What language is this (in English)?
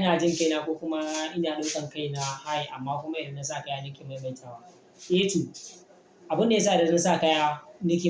Hausa